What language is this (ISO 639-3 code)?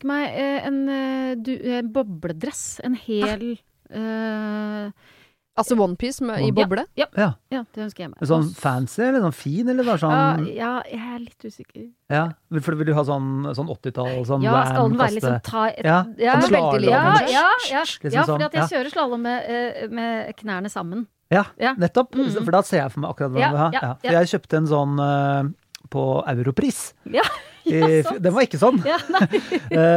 nor